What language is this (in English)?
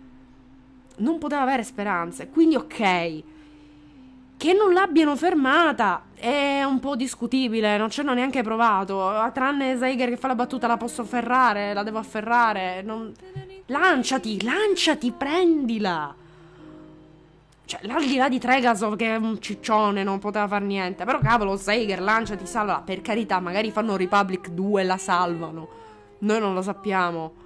Italian